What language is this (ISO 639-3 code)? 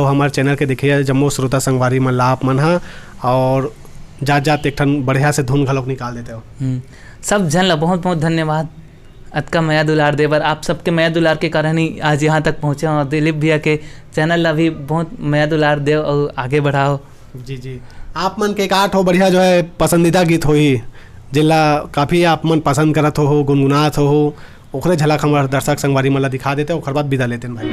hne